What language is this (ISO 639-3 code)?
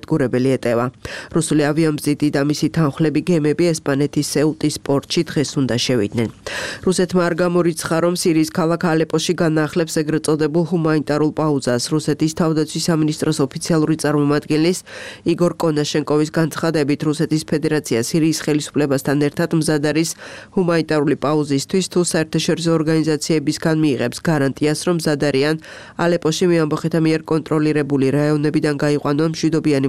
kat